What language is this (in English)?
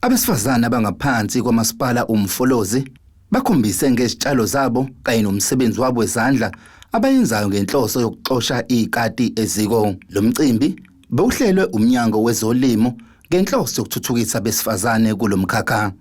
Zulu